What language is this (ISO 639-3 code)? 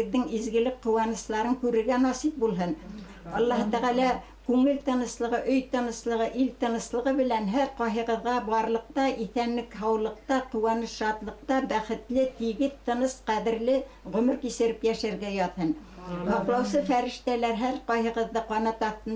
bak